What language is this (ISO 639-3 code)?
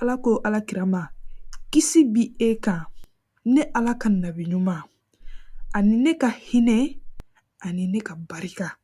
bam